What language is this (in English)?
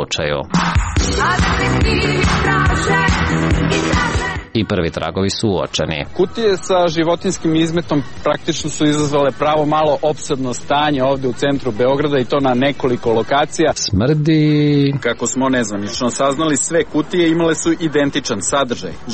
Serbian